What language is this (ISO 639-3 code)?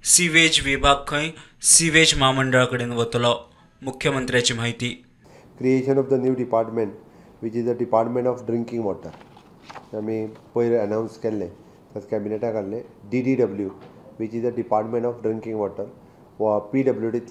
kok